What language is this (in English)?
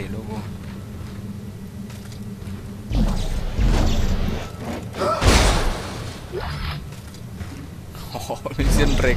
Spanish